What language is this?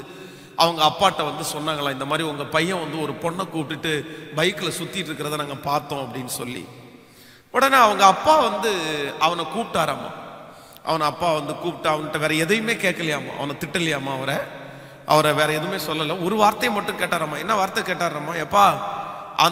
Tamil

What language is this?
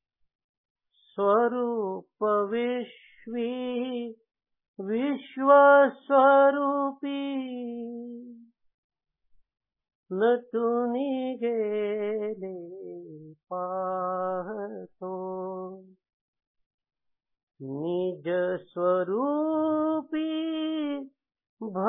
Marathi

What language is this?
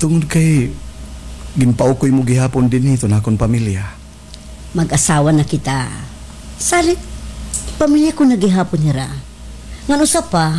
Waray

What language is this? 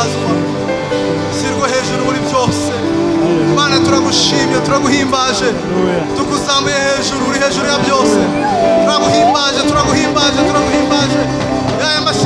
Kinyarwanda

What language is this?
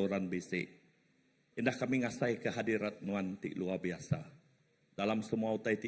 Iban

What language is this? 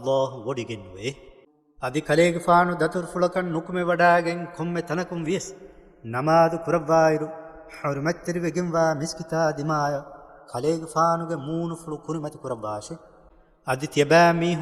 Divehi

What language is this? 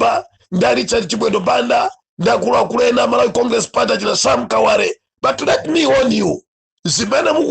Nyanja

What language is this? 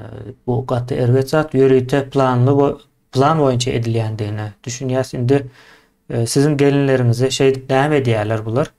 Turkmen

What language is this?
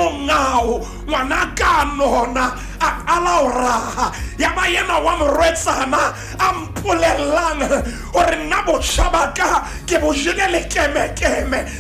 Southern Sotho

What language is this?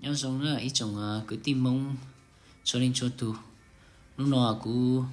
Hmong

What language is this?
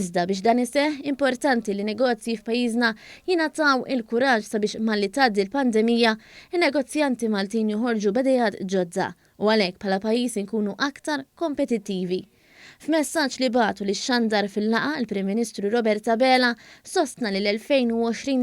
Maltese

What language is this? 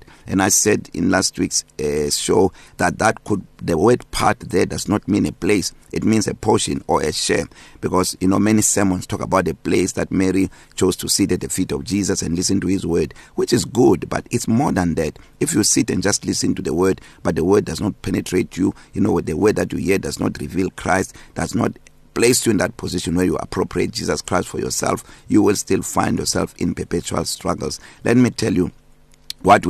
English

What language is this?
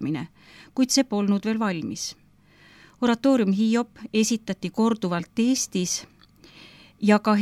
Estonian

